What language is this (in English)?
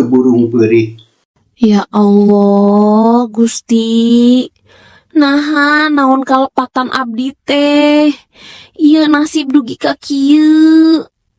Sundanese